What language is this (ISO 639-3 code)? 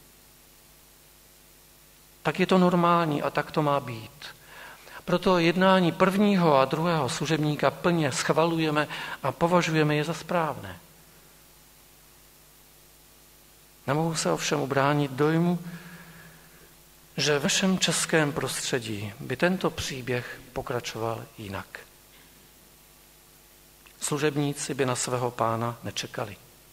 ces